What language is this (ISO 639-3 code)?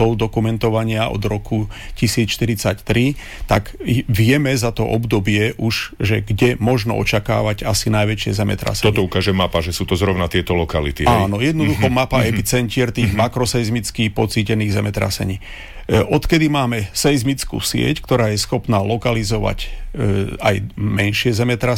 slk